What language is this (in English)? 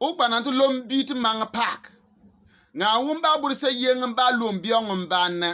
Bimoba